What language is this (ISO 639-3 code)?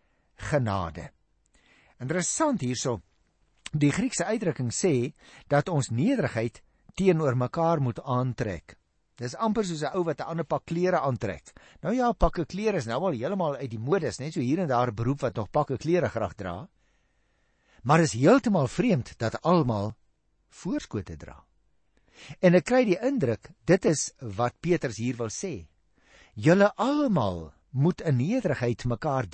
afr